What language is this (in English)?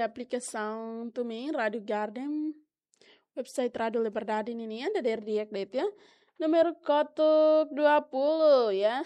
Tetum